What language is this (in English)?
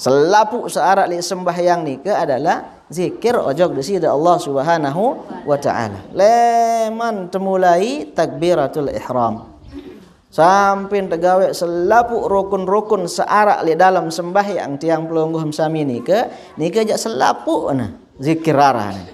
Sasak